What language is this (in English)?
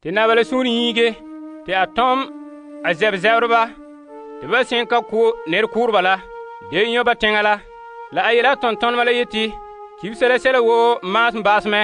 Frafra